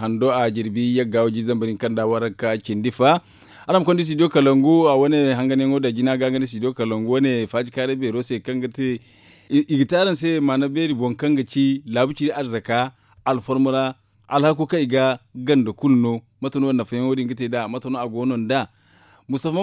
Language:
Zarma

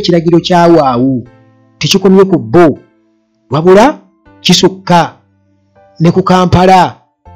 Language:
Ganda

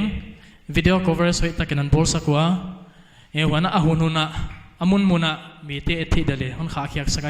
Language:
Paite Chin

